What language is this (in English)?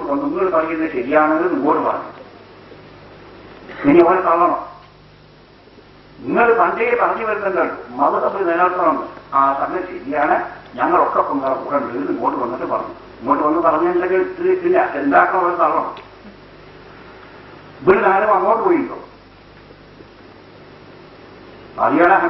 Malayalam